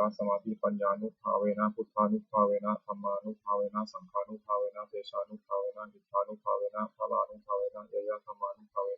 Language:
Pali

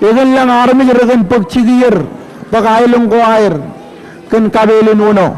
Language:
Marshallese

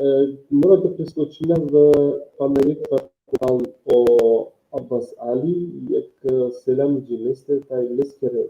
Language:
Balkan Romani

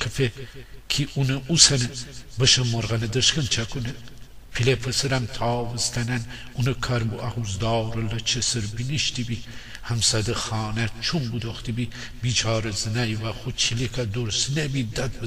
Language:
Gilaki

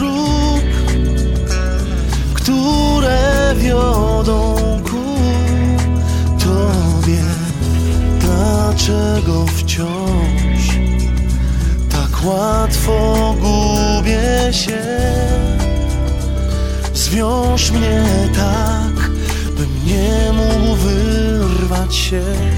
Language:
Polish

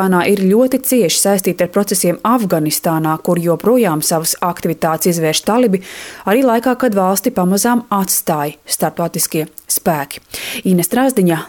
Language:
Latvian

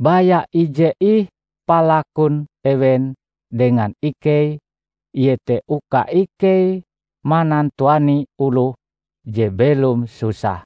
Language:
Ngaju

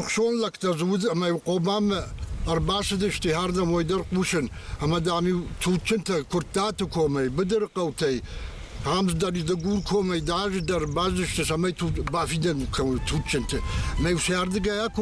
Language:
Ossetic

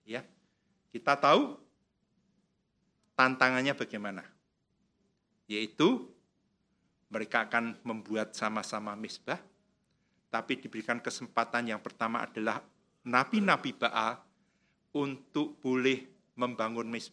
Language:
Indonesian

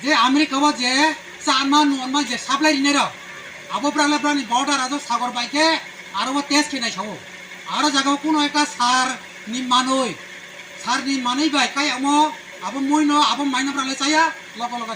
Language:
Riang (India)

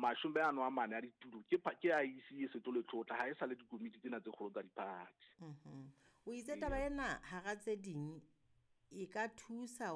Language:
Southern Sotho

